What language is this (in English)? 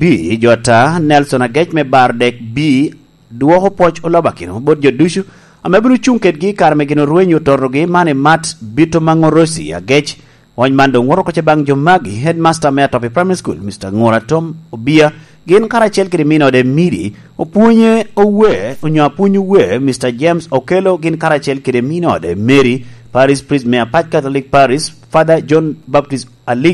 Lango (Uganda)